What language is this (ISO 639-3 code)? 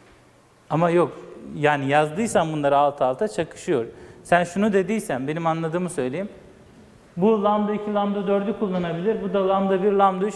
tur